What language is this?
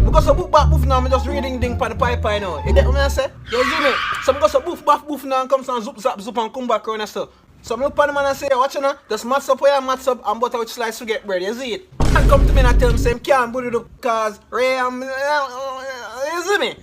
Jamaican Creole English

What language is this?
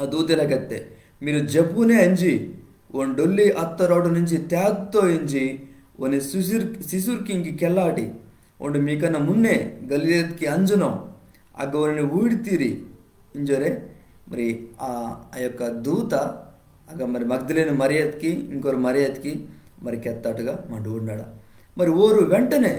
Koya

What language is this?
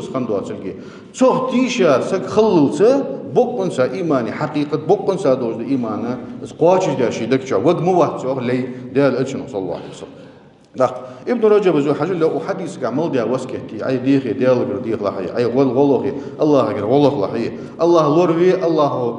Ingush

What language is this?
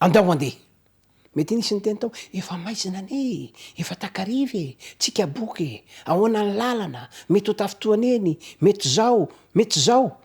Malagasy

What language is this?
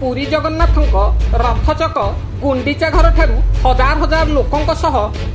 Odia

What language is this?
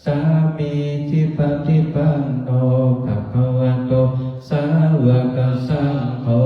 Pali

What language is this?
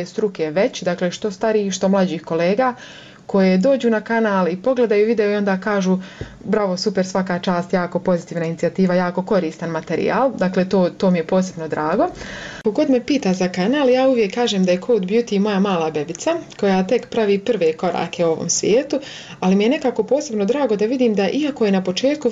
Croatian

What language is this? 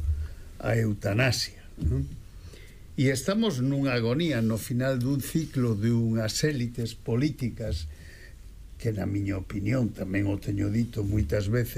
Galician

